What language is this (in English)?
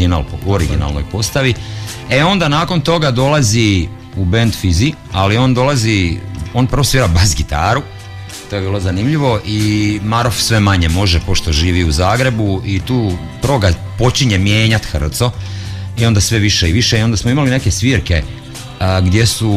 Croatian